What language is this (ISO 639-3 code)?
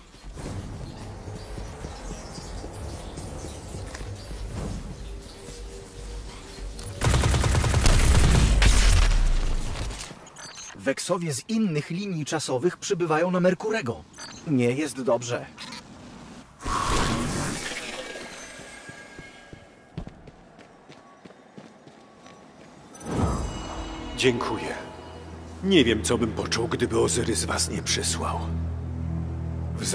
pol